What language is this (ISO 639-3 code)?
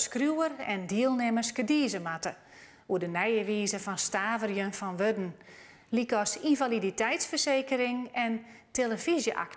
fry